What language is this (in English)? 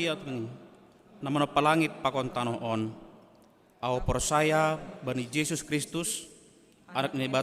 Batak Simalungun